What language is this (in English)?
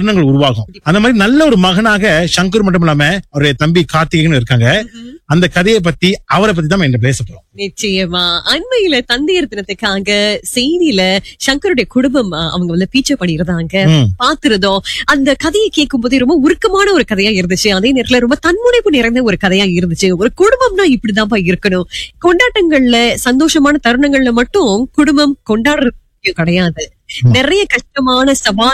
Tamil